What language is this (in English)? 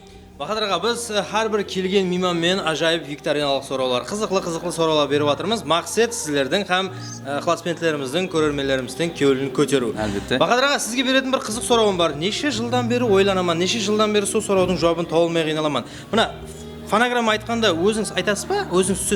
Kara-Kalpak